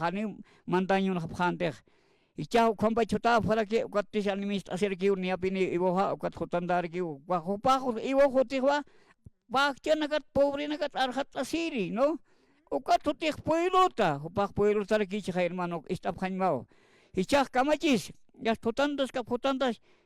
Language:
Aymara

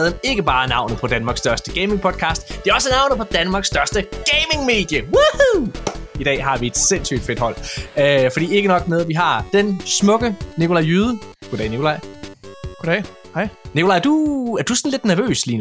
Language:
Danish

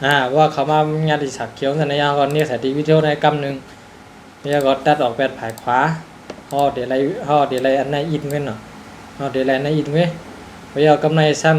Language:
Shan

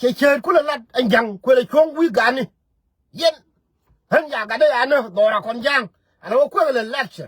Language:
Nuer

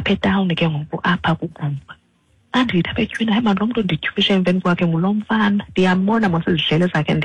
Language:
Xhosa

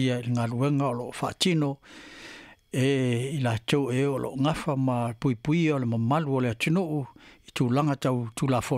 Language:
Samoan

